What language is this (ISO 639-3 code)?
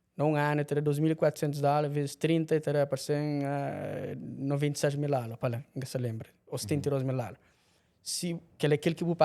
kea